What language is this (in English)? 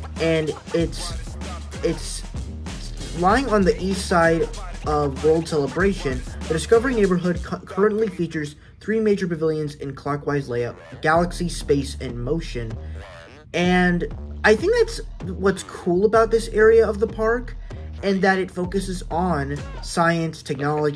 English